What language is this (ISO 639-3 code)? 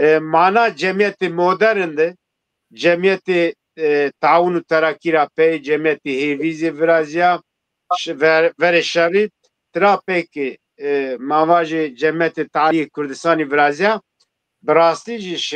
zza